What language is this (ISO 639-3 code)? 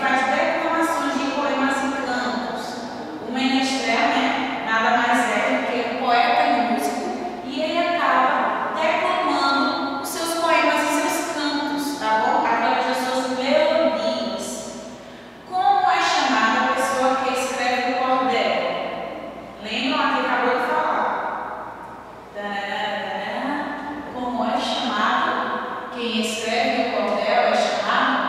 por